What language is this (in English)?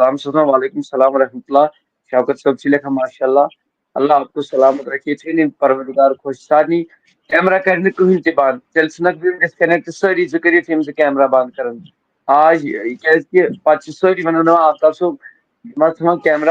Kashmiri